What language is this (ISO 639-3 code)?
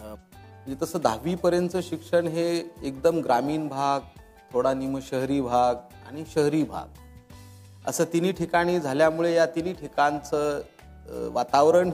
mar